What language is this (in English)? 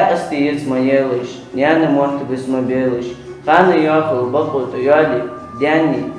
Ingush